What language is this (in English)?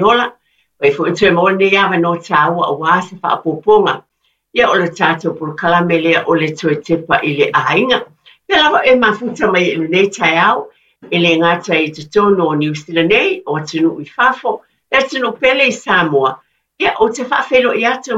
Samoan